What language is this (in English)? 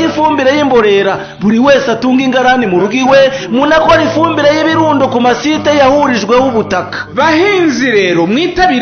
Kinyarwanda